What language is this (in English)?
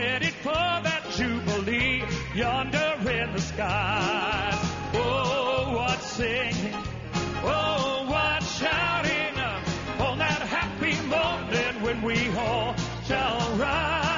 Russian